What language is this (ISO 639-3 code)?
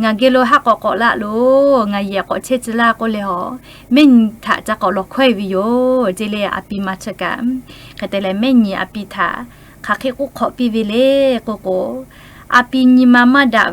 lhu